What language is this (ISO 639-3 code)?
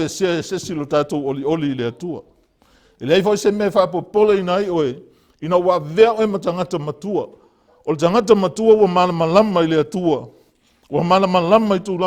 smo